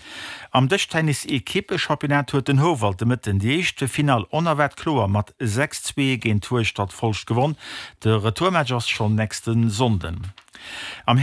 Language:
Luxembourgish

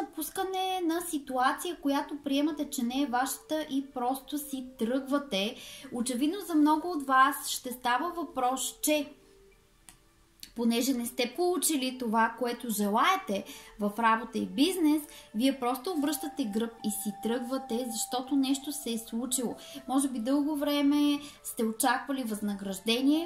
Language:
Bulgarian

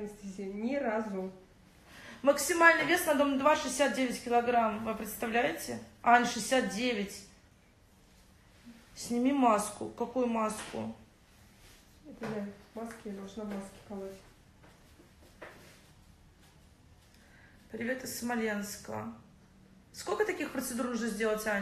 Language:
Russian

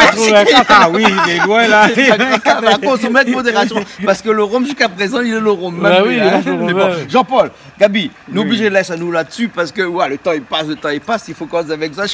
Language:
Réunion Creole French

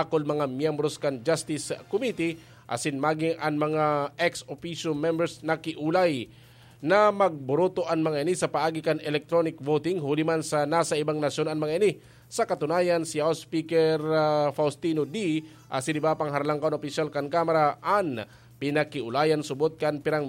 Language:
Bikol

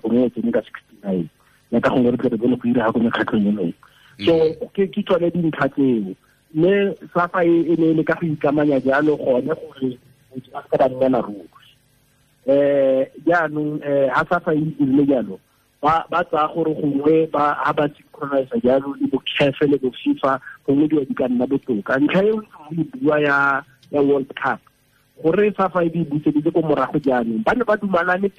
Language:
Tswana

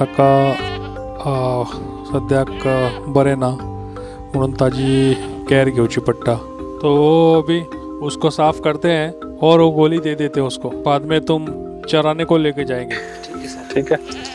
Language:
Konkani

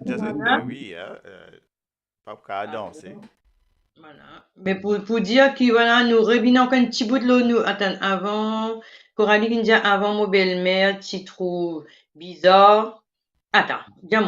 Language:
Morisyen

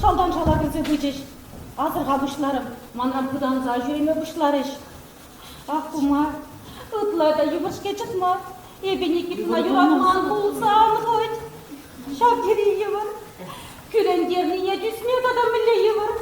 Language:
Chuvash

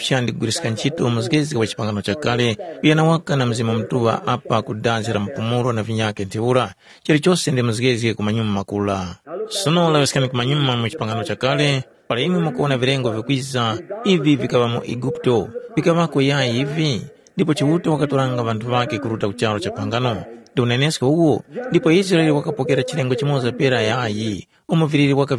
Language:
Tumbuka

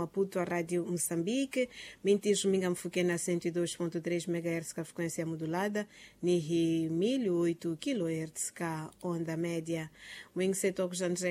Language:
Tsonga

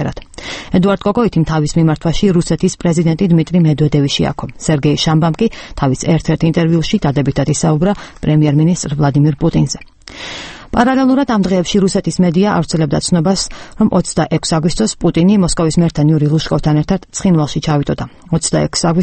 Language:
Georgian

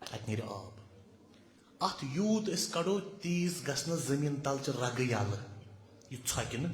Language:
Kashmiri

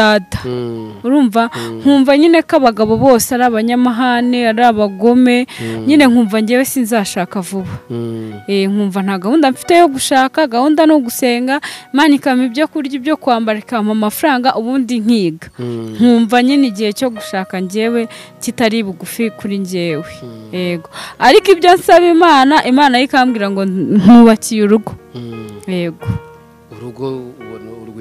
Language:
Kinyarwanda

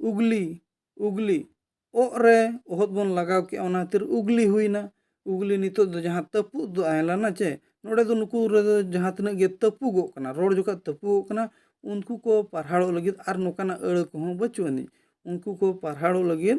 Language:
Santali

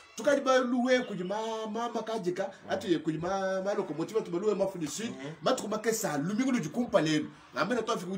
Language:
Luba-Lulua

